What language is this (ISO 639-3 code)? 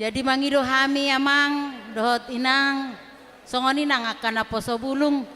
bbc